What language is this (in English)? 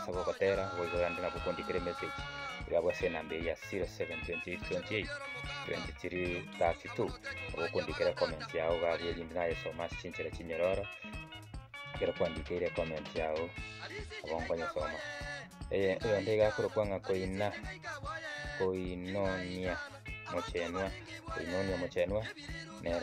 Gusii